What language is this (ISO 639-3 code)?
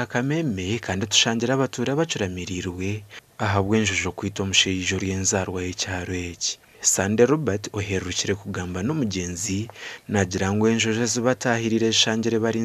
nyn